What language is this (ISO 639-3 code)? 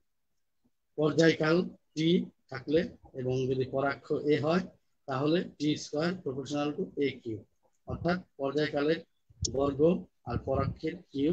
ben